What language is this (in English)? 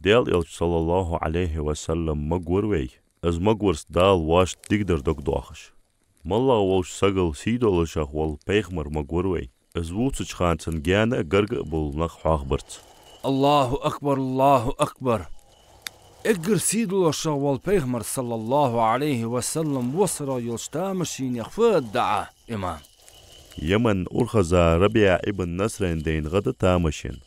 Ingush